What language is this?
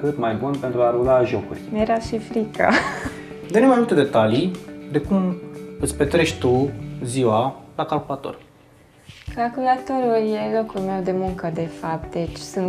Romanian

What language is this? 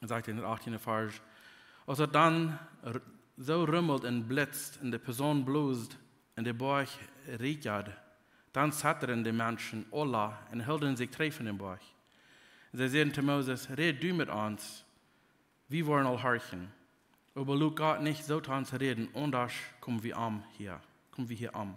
Plautdietsch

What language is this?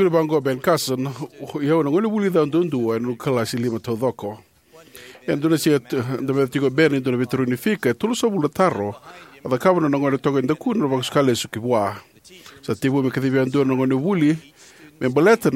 Fijian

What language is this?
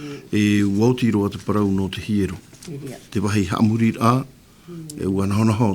Tahitian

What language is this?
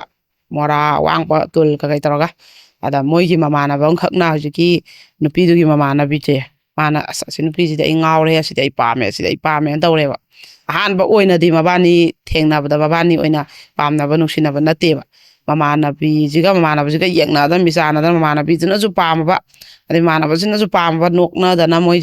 Manipuri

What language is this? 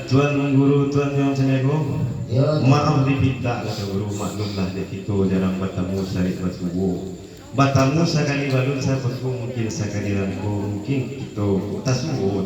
Minangkabau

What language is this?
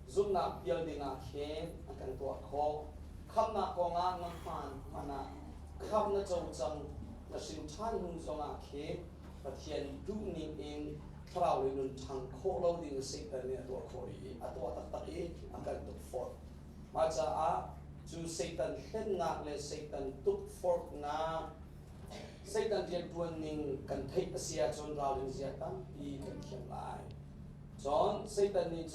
Hakha Chin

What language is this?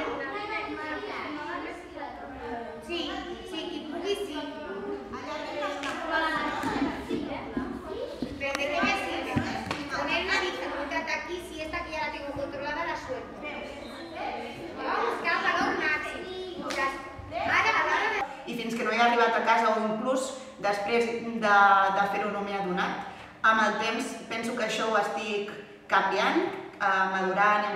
Catalan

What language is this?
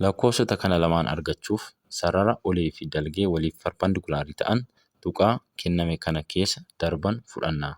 Oromo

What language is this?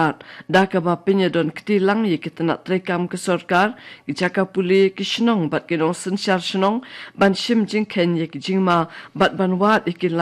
Khasi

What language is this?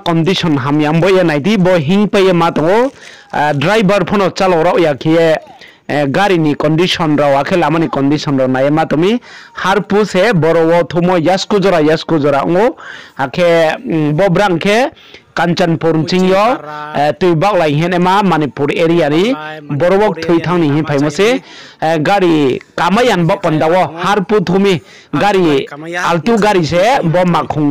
Riang (India)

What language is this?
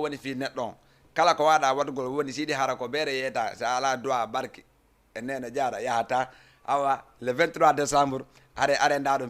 Fula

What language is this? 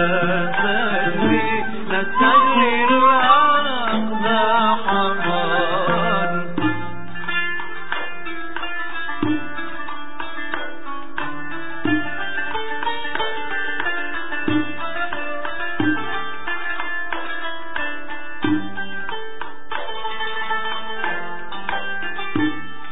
Arabic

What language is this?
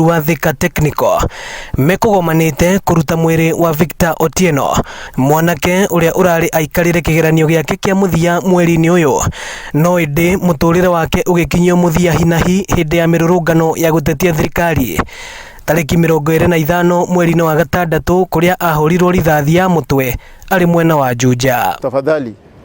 Kikuyu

